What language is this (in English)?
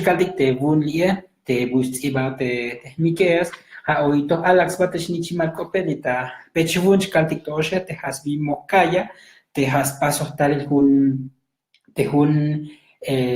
Tzotzil